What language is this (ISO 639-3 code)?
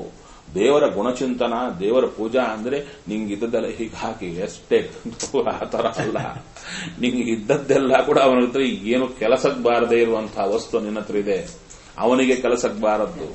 kan